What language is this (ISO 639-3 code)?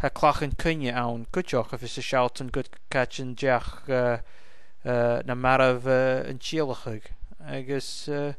gla